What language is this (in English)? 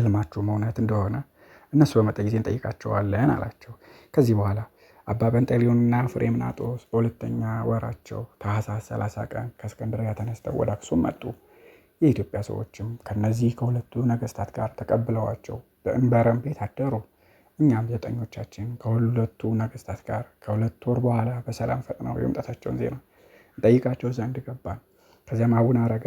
Amharic